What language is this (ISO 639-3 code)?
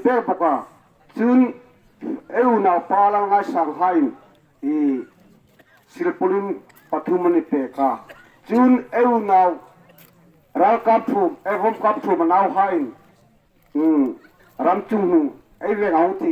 hmr